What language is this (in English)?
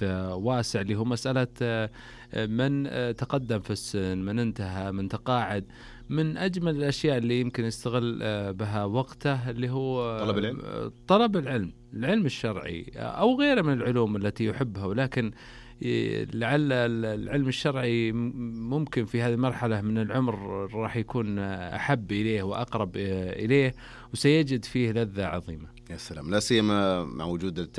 Najdi Arabic